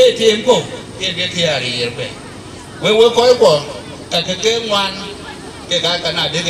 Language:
Dinka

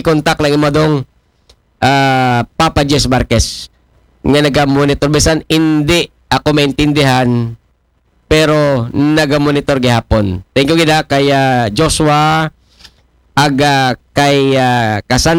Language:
Aklanon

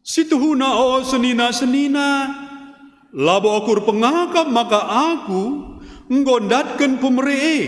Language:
Batak Karo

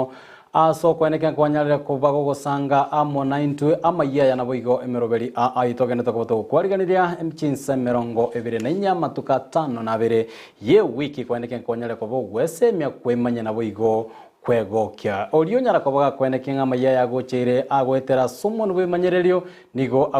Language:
Gusii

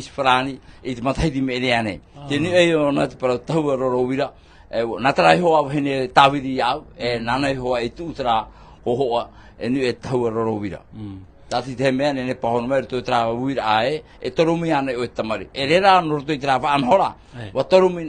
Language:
Tahitian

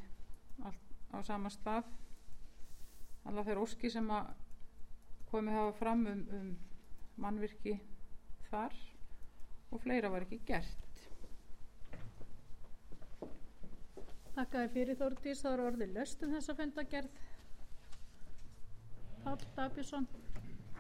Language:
Icelandic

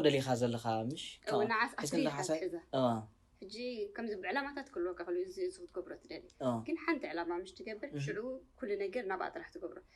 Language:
Tigrinya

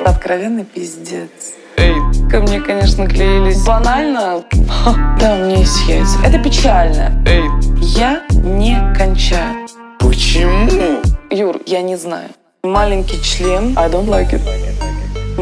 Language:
Russian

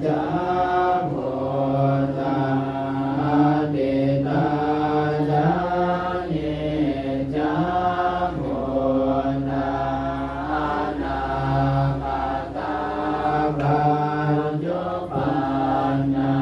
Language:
Pali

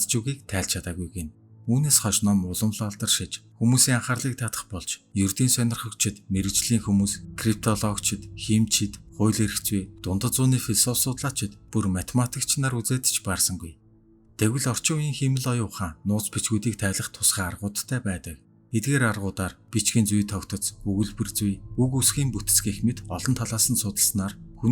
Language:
Mongolian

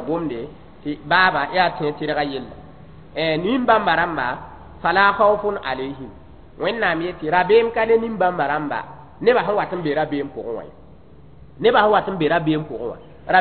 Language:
Mossi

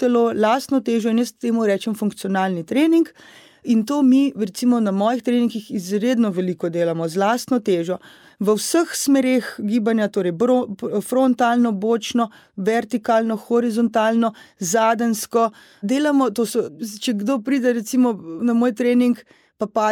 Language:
Slovenian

